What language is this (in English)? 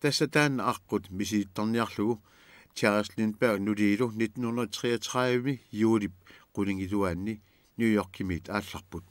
Kalaallisut